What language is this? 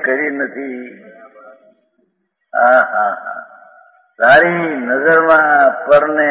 Gujarati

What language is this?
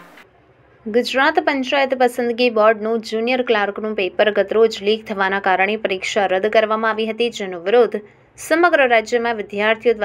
Gujarati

